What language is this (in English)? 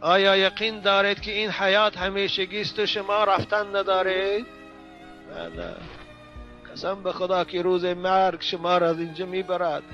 Tajik